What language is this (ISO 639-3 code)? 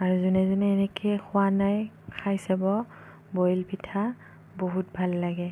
asm